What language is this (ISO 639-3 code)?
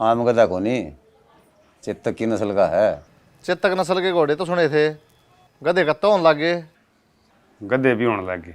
bgc